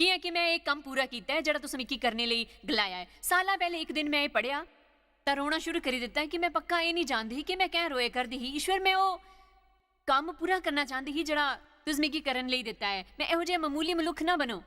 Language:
Dogri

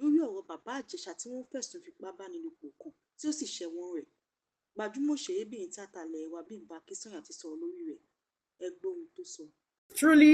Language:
Yoruba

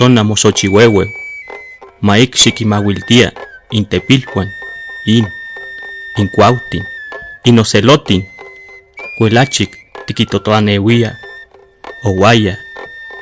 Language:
Classical Nahuatl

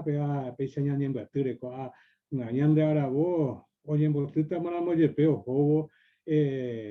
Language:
Guarani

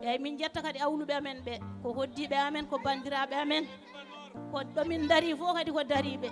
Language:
Fula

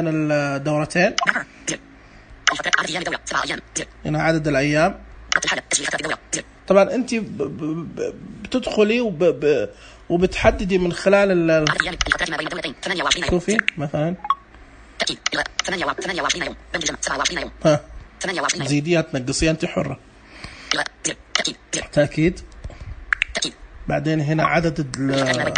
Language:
Najdi Arabic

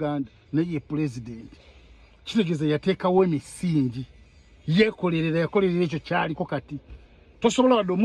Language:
Ganda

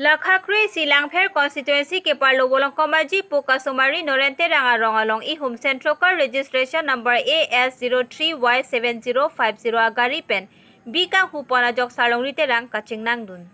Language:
Karbi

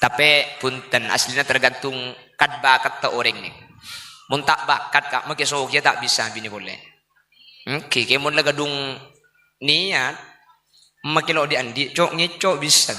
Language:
Madurese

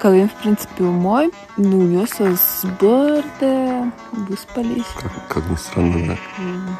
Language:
Udmurt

